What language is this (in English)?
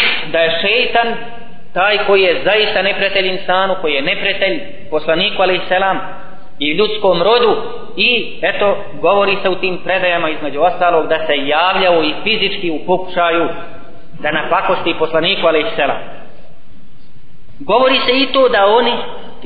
Bosnian